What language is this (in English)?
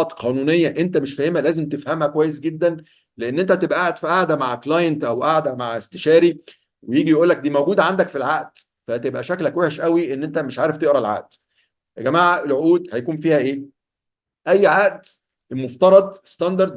Egyptian Arabic